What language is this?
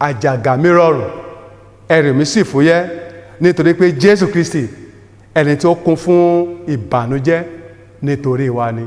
Yoruba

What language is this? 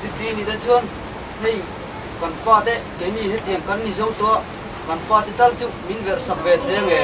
Mizo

